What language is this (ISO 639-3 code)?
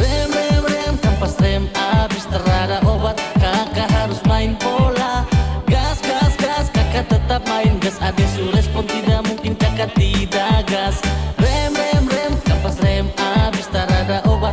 abs